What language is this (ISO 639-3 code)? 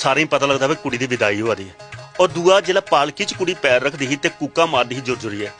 doi